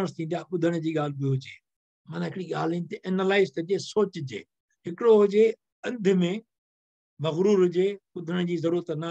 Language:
Sindhi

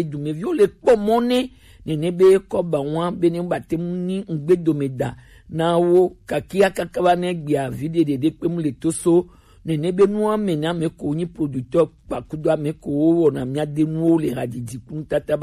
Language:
Gen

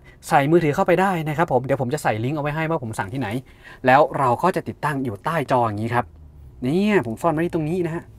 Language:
Thai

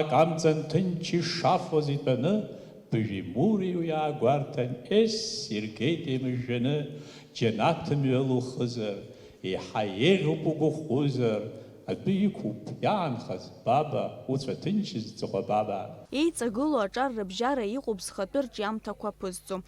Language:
Abkhazian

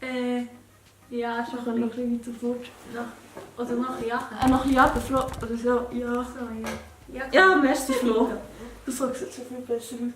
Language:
Swiss German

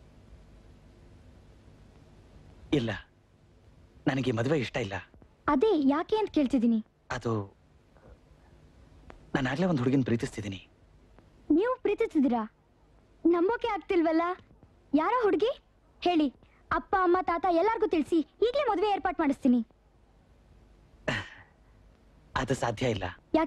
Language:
Kannada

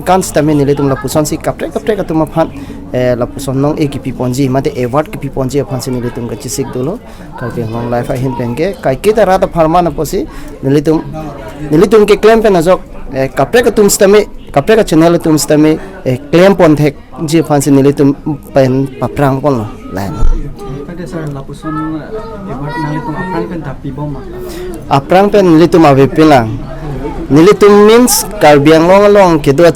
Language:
Karbi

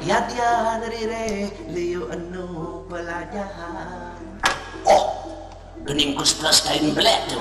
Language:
Balinese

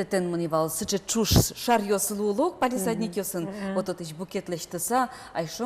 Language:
Udmurt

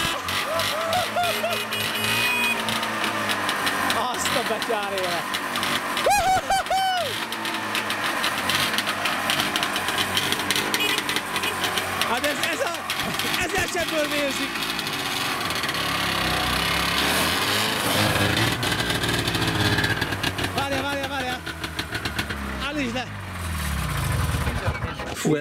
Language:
Hungarian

